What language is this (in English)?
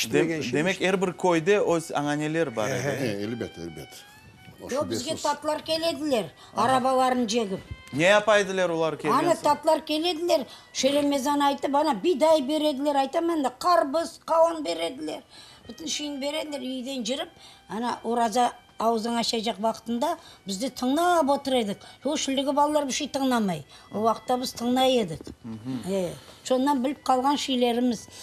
Crimean Tatar